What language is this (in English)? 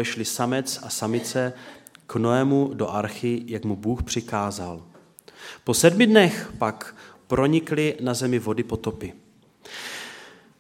Czech